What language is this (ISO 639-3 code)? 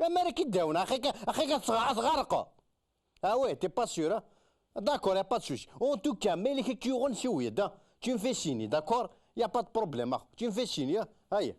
kab